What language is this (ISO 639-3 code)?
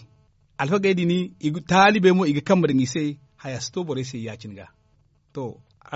dje